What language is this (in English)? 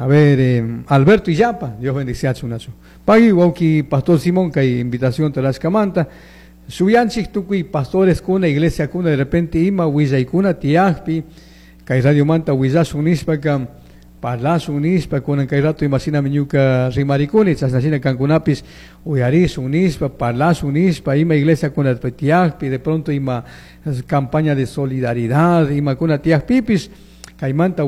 Chimborazo Highland Quichua